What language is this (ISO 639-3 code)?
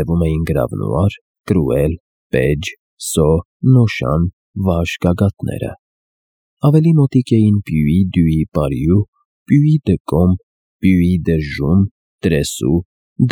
hye